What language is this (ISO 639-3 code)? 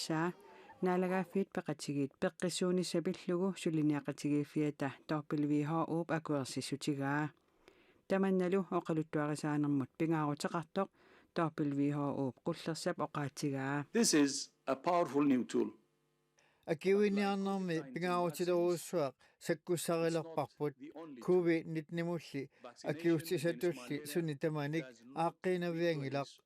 kal